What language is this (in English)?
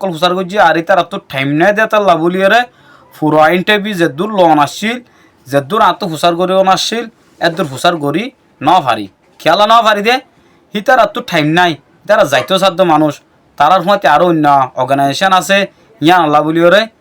Rohingya